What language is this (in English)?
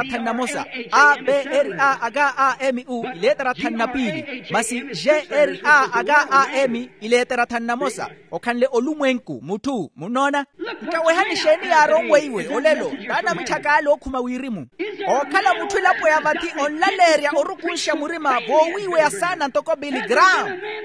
Makhuwa